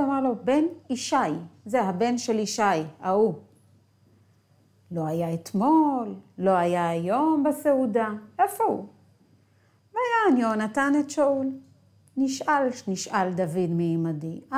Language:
Hebrew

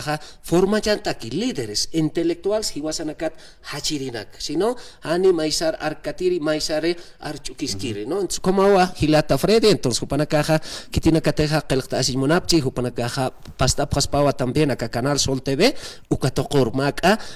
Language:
Aymara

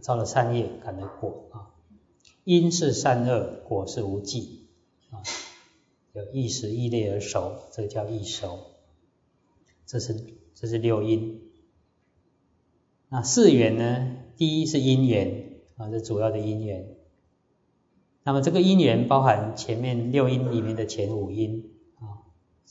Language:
Chinese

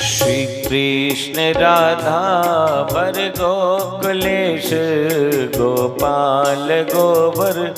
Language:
Dogri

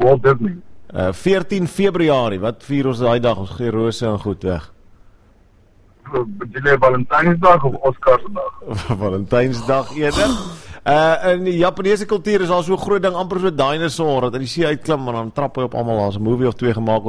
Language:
Afrikaans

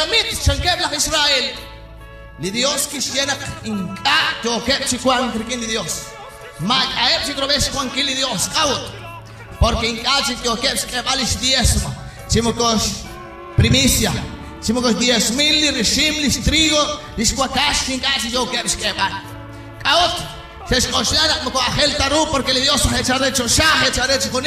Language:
Kekchí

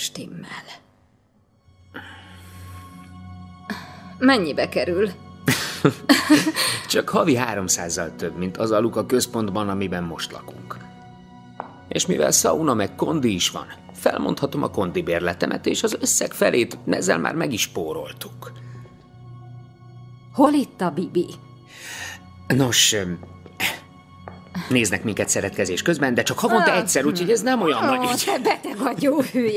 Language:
Hungarian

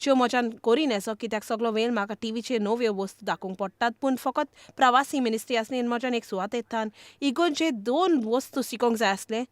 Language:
Konkani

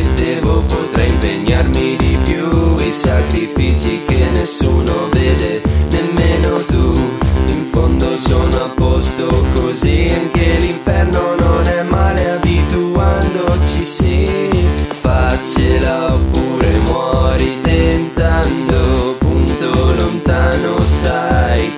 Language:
Italian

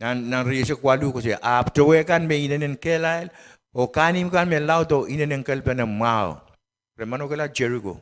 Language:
Pohnpeian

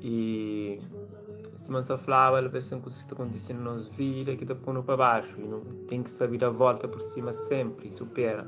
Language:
Kabuverdianu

